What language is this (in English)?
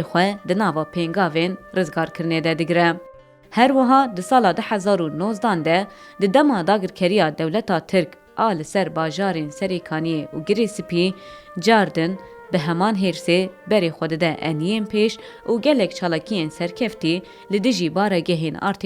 Kurdish